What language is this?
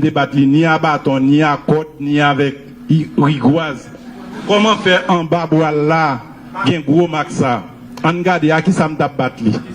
Haitian Creole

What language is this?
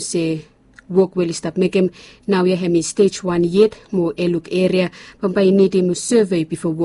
Bislama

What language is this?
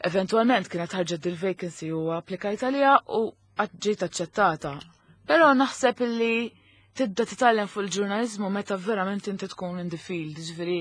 Maltese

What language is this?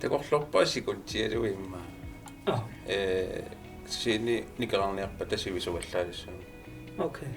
Kalaallisut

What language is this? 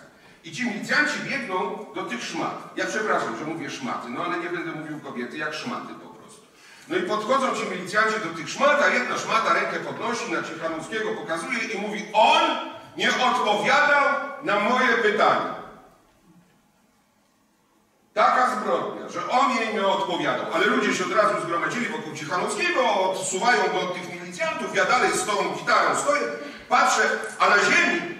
Polish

